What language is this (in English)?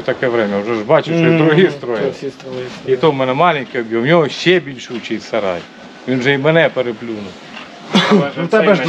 Ukrainian